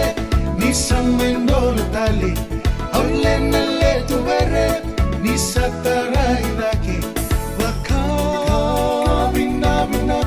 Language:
Fijian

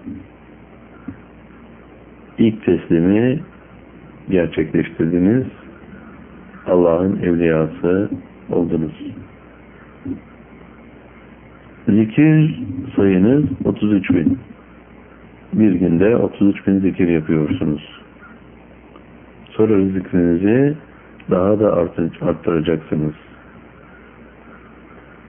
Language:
Turkish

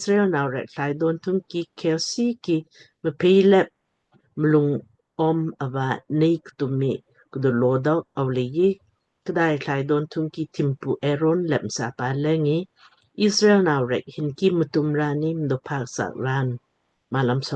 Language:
Lamkang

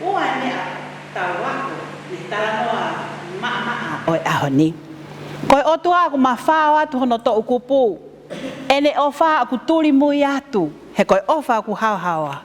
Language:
Tongan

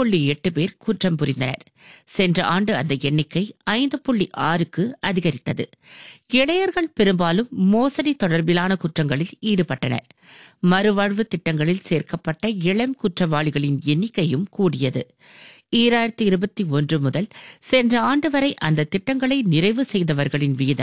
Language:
Tamil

